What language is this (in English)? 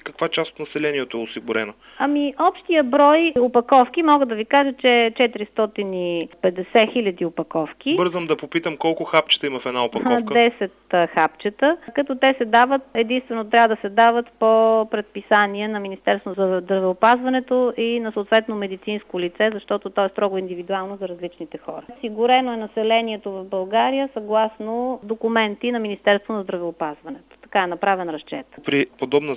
Bulgarian